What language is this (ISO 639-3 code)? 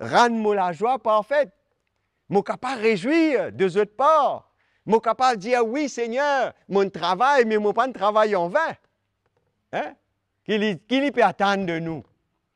mfe